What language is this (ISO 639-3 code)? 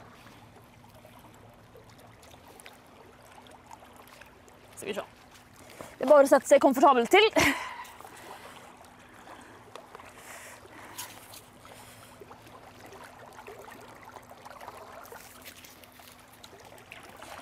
nor